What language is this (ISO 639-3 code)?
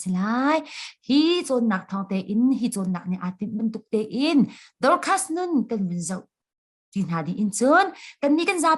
cnh